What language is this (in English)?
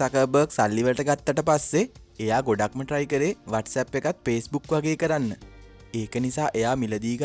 Sinhala